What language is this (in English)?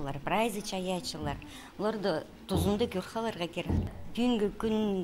Khakas